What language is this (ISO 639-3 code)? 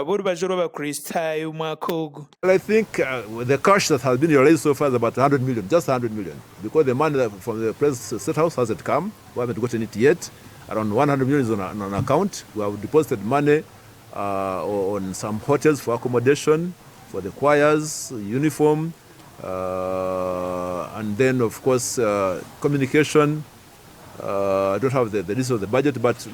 nyn